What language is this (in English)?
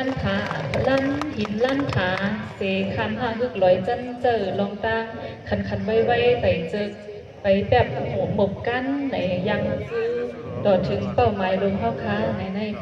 Shan